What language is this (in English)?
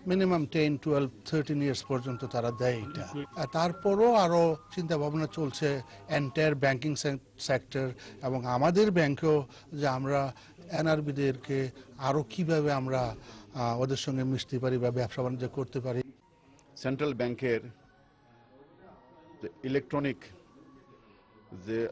Bangla